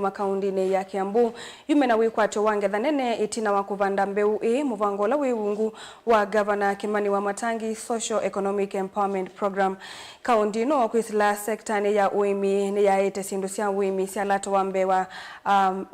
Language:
Kamba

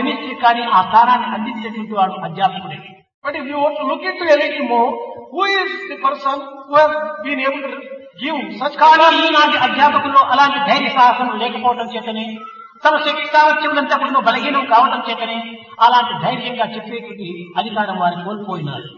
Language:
Telugu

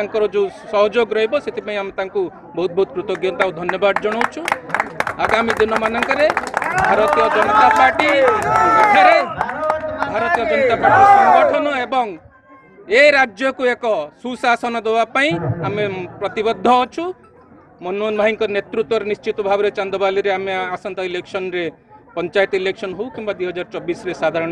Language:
Odia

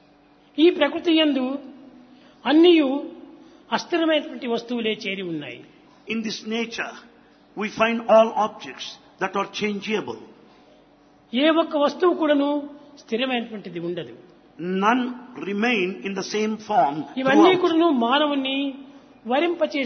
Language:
Telugu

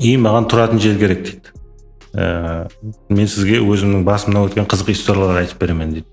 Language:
Kara-Kalpak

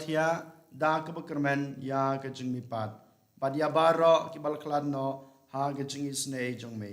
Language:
Khasi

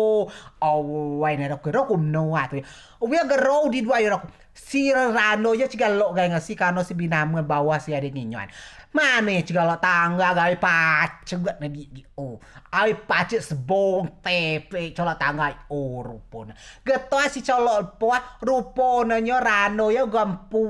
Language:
Rejang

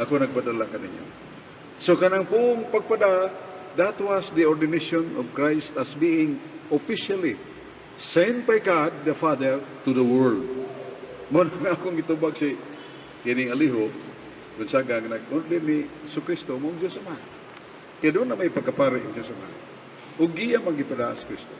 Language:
Cebuano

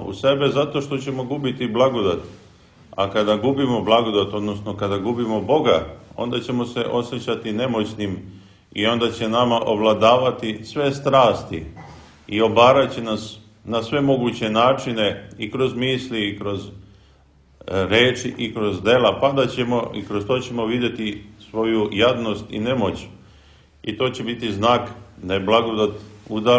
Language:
Serbian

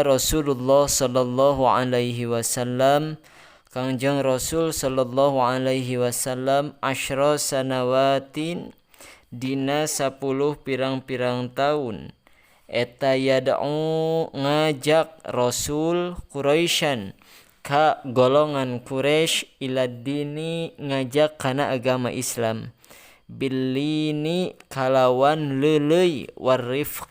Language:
Sundanese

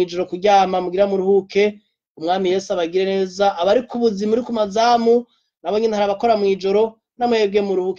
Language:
Rundi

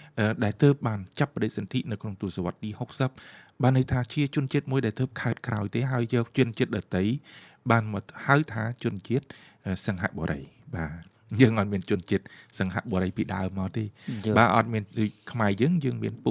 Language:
Khmer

